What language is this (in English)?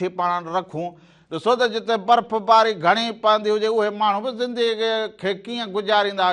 Sindhi